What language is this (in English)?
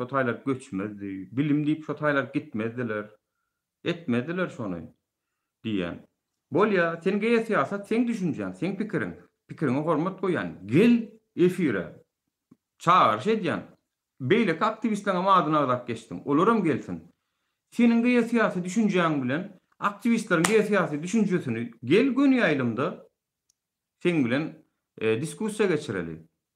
Turkmen